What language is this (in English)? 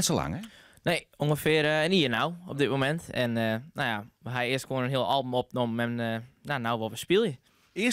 Western Frisian